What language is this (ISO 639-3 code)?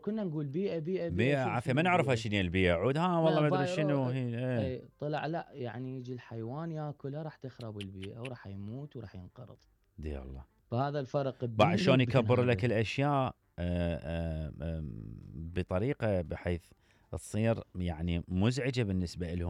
acm